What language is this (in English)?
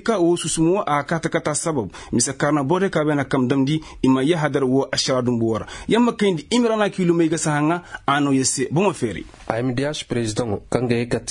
Koyraboro Senni